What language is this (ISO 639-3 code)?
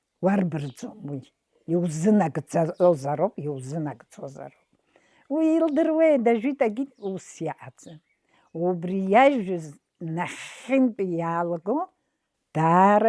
abk